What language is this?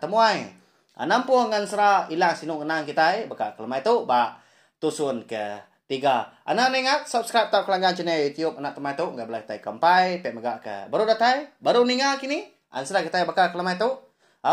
Iban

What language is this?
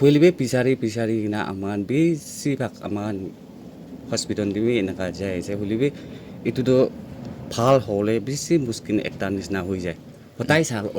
Naga Pidgin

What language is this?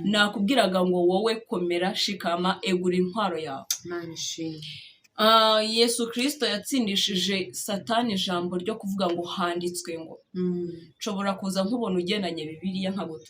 Kinyarwanda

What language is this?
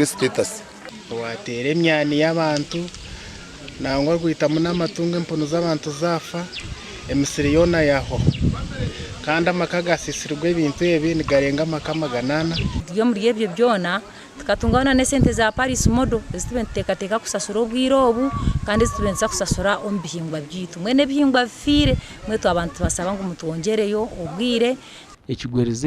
Nyankole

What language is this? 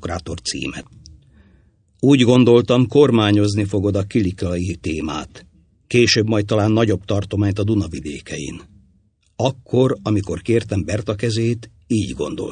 Hungarian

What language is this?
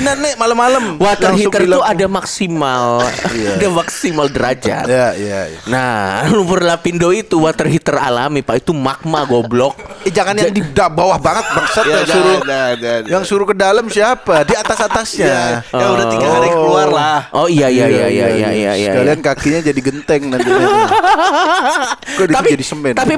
Indonesian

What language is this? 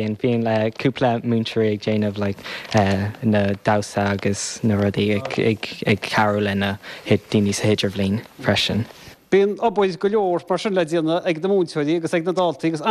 Irish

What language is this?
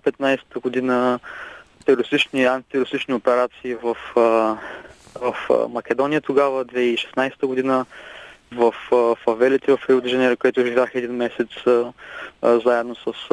Bulgarian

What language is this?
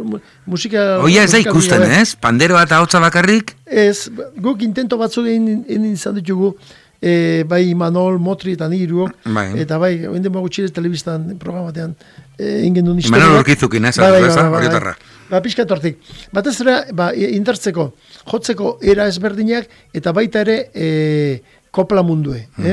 Basque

